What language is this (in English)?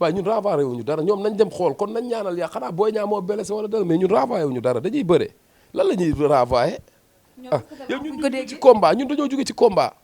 Wolof